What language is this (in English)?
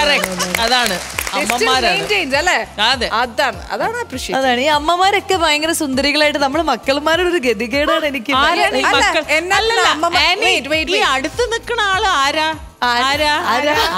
Malayalam